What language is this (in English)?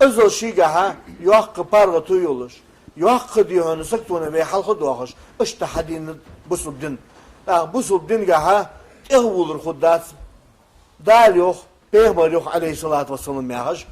Ingush